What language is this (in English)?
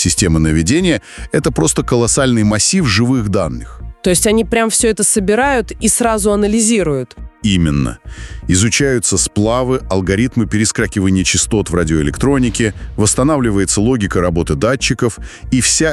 Russian